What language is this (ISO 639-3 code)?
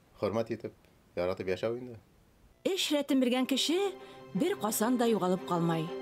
bak